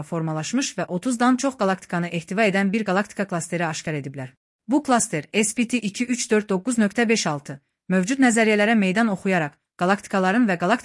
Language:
Azerbaijani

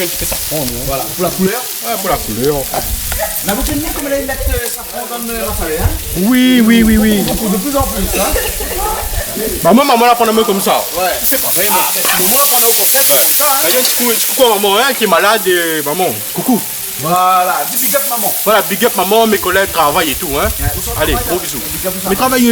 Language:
Réunion Creole French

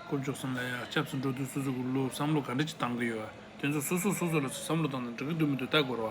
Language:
Tibetan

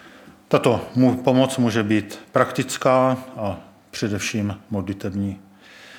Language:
Czech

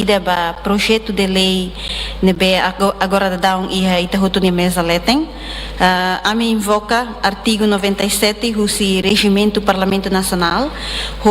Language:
Tetum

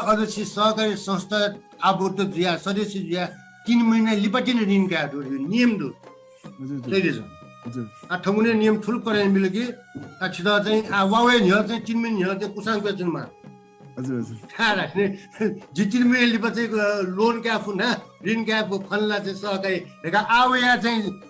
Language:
Newari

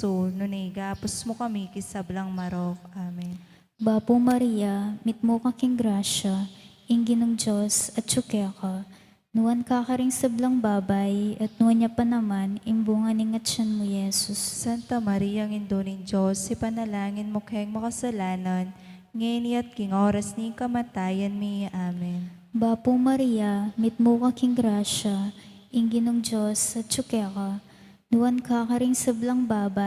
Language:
Pampanga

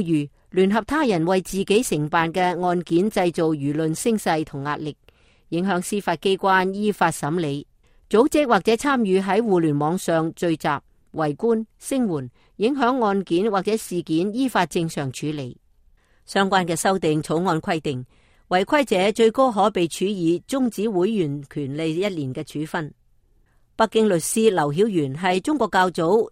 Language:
Cantonese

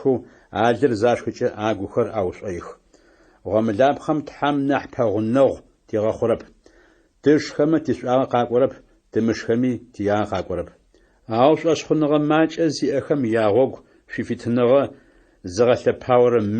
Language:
Adyghe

